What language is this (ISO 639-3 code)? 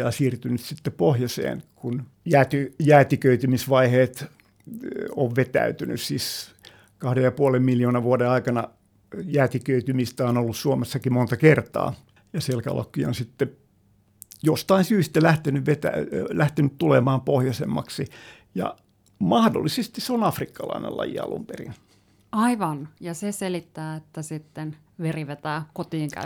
fin